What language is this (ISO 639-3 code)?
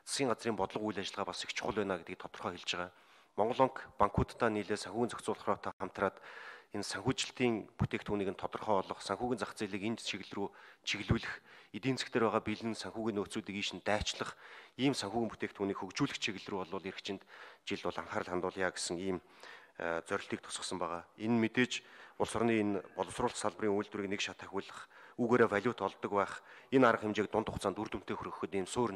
mon